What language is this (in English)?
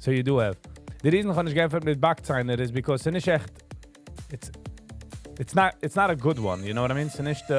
Yiddish